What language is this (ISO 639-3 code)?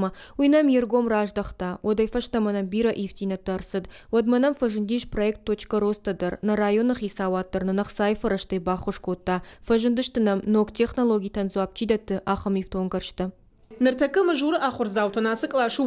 oss